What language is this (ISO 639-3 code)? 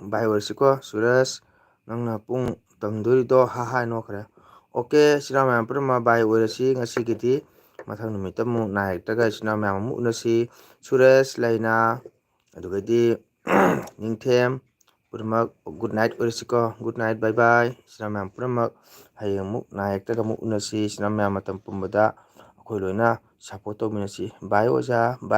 mni